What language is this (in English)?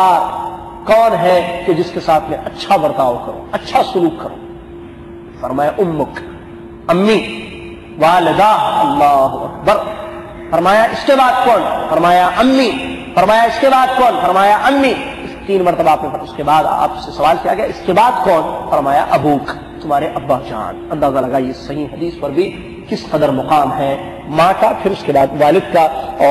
Urdu